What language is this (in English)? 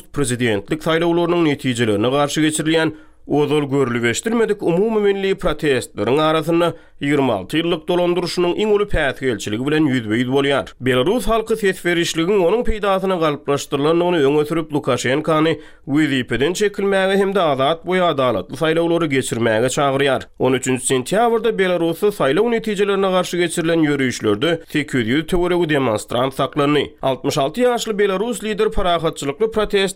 Turkmen